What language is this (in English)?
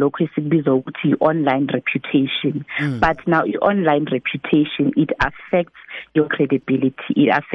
South Ndebele